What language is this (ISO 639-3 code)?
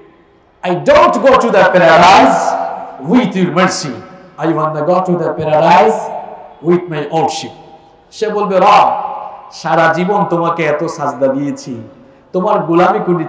ben